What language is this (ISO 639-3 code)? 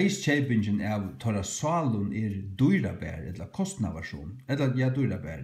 fao